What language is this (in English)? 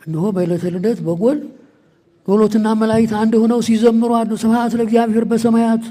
Amharic